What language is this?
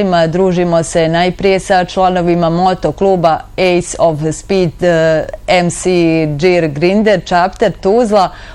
Bosnian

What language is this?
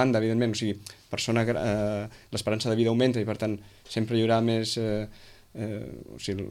Catalan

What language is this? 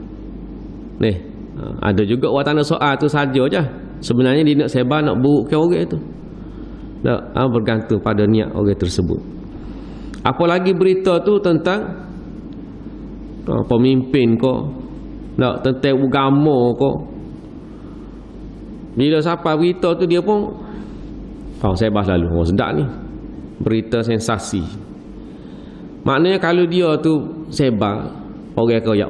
Malay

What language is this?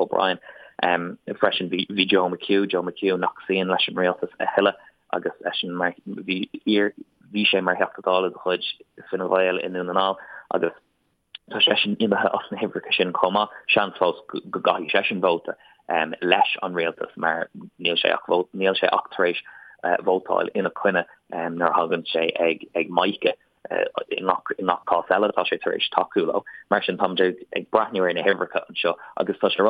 Irish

